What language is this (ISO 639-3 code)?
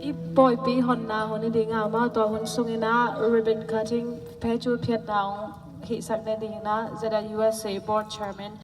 ctd